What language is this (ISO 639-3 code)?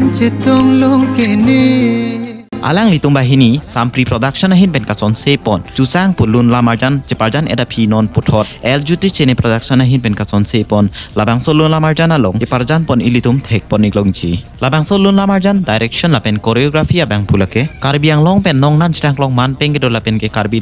mjw